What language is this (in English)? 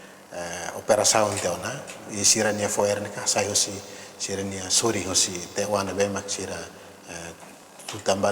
Tetum